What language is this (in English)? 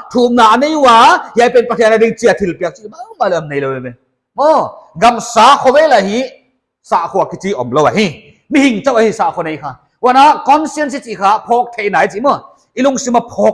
Paite Chin